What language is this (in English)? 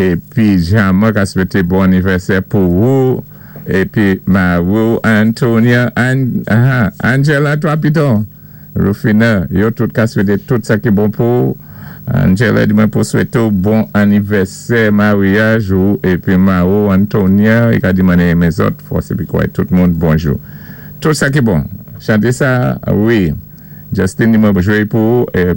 Saint Lucian Creole French